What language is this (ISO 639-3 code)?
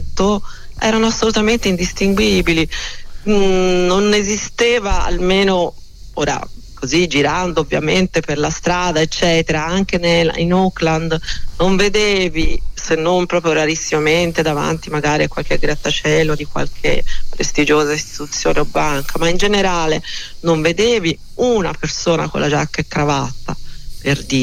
ita